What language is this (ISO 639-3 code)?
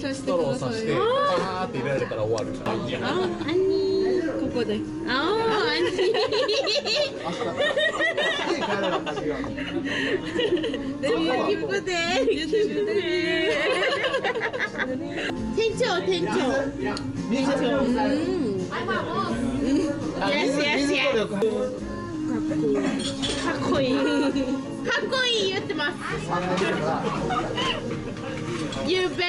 kor